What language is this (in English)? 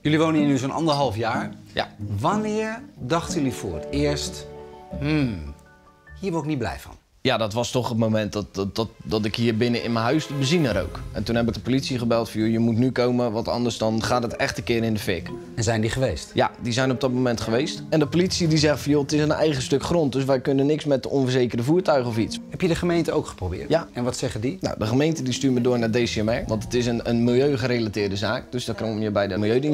Dutch